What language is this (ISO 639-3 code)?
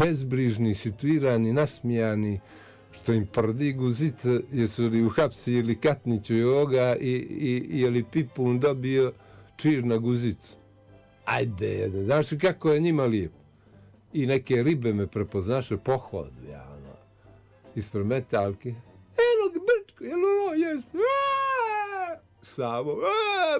bos